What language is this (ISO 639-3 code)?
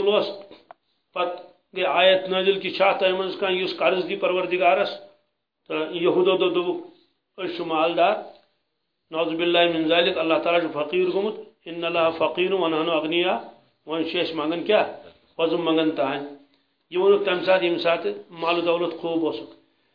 kas